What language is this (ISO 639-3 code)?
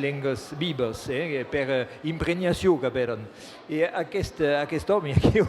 oci